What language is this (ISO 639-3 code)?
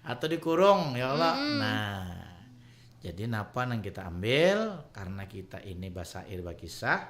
bjn